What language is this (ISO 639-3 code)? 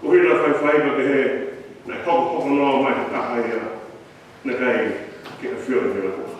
ton